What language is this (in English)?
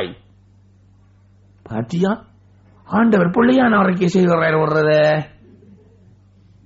Tamil